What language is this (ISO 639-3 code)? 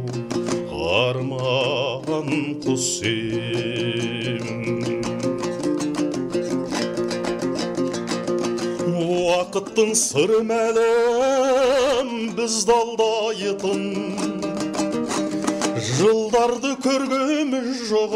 kaz